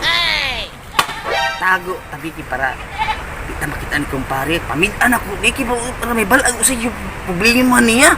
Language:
Cebuano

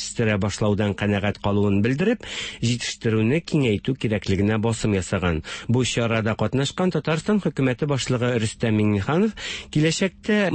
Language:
Tatar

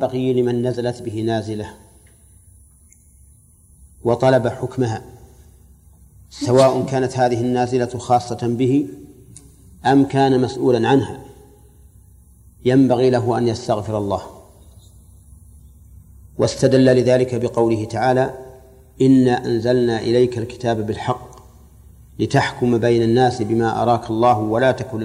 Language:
Arabic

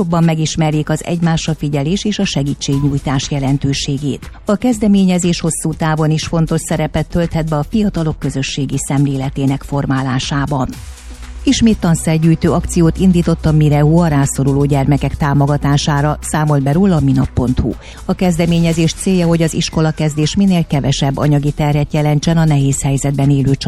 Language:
Hungarian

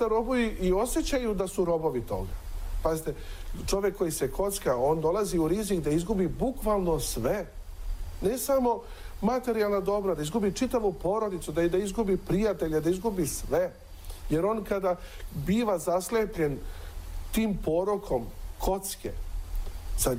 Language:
Serbian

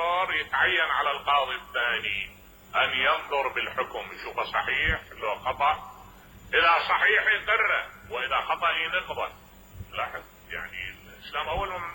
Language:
Mesopotamian Arabic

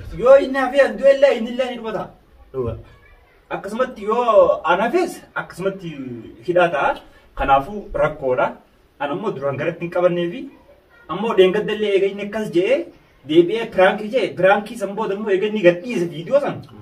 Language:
Oromo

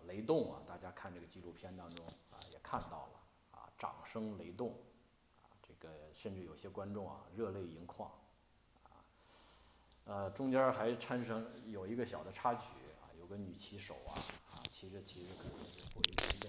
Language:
Chinese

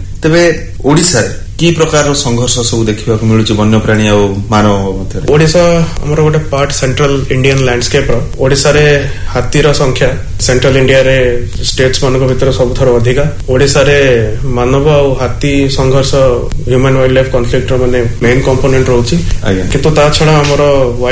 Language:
Odia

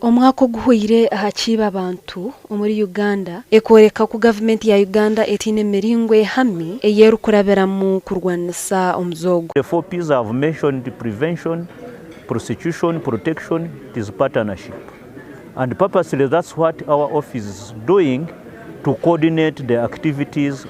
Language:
Nyankole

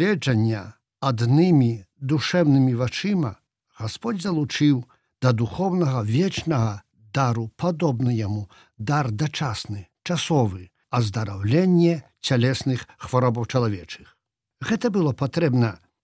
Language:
Belarusian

